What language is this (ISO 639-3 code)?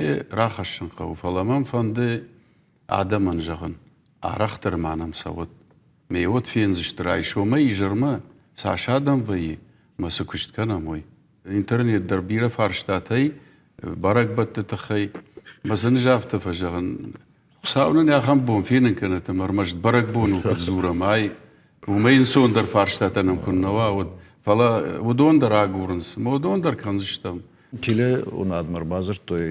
oss